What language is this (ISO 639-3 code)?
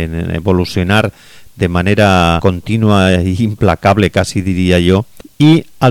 cat